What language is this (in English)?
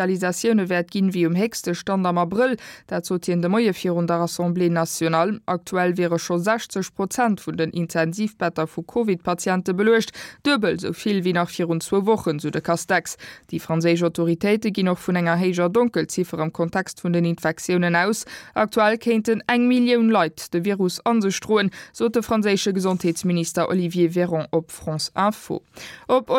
Luxembourgish